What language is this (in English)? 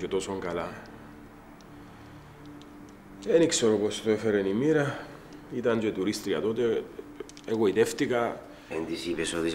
Greek